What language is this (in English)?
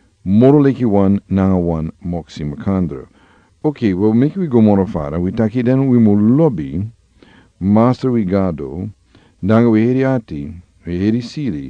Sranan Tongo